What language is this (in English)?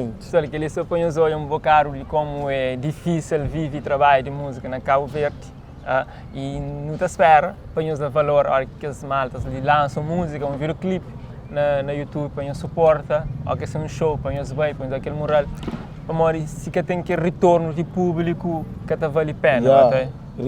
Kabuverdianu